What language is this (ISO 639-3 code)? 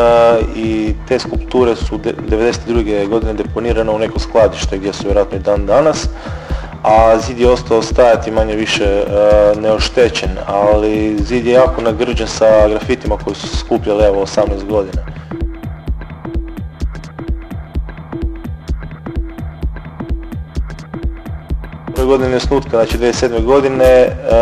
hrv